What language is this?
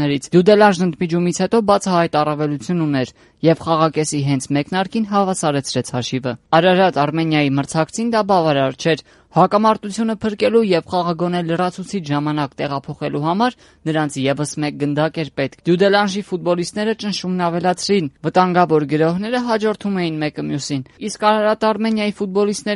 Armenian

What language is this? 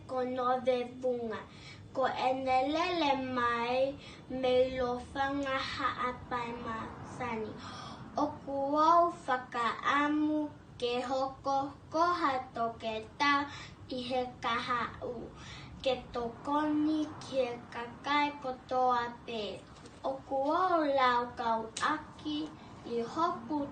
Tongan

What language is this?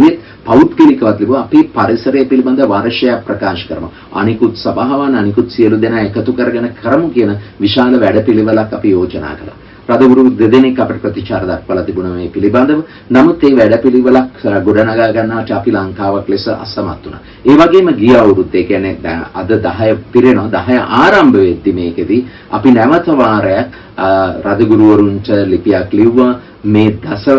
Sinhala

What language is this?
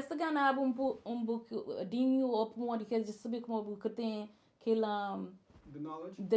Kabuverdianu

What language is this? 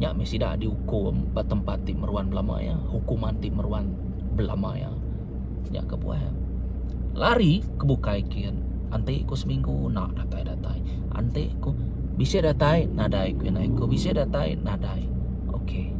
Iban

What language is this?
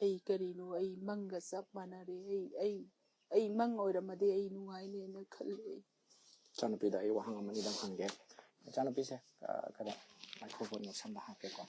Manipuri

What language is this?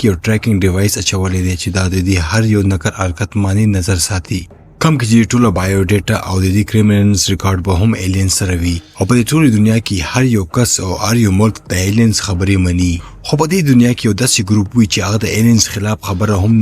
Pashto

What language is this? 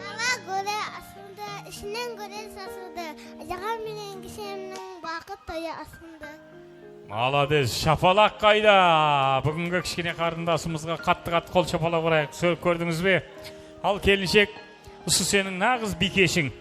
Kara-Kalpak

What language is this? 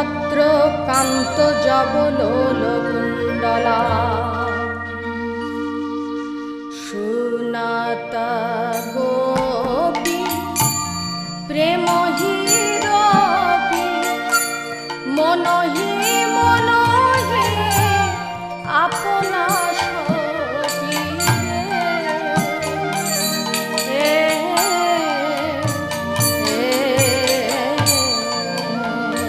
Bangla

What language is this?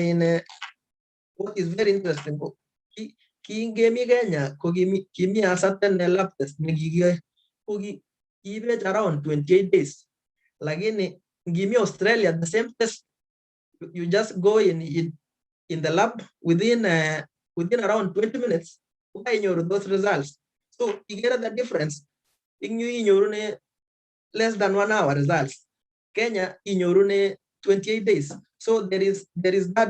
Kalenjin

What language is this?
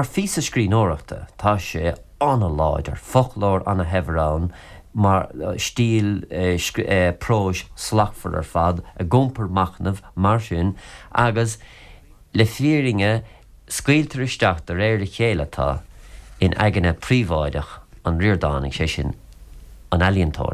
Irish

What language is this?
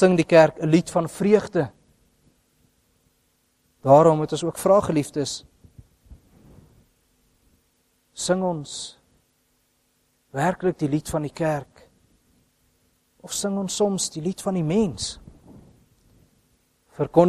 Afrikaans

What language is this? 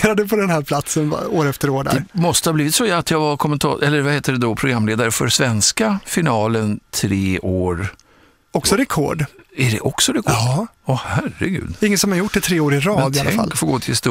Swedish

